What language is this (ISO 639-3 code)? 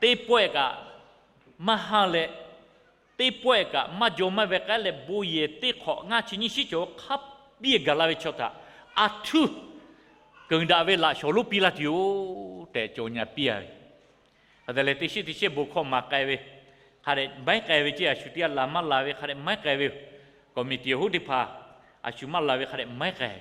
lhu